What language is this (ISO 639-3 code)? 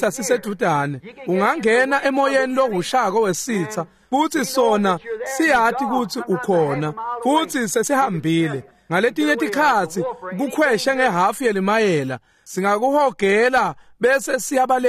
ssw